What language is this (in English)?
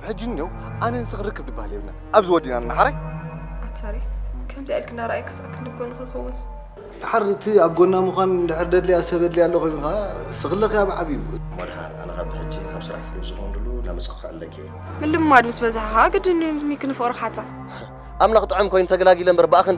Tigrinya